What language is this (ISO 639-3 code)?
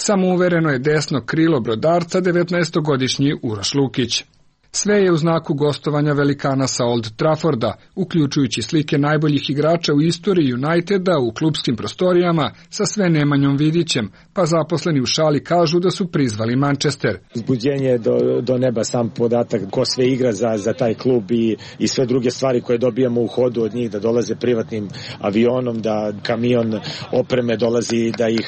srp